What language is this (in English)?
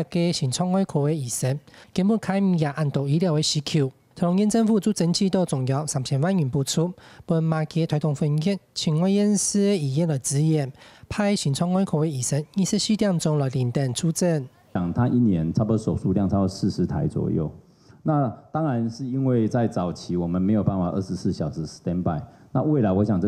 Hakka Chinese